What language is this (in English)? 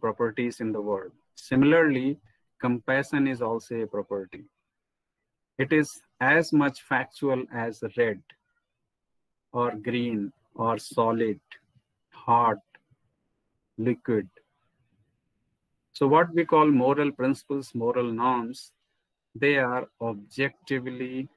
English